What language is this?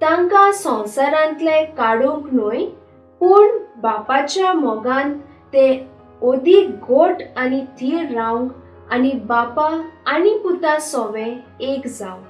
Konkani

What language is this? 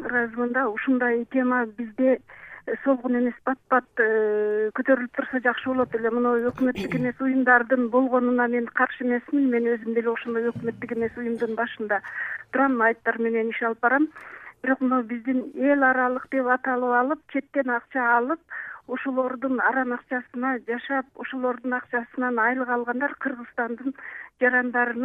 Kyrgyz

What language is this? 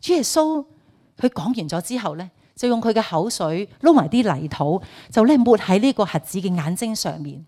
Cantonese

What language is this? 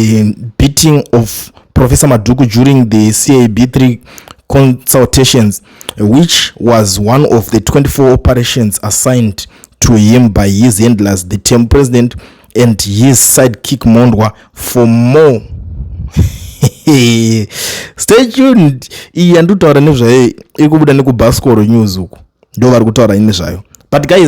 Shona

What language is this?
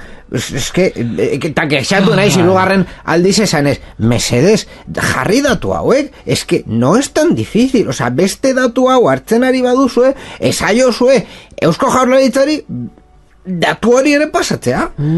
Basque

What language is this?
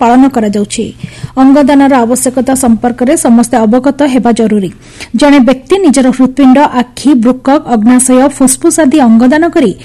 Odia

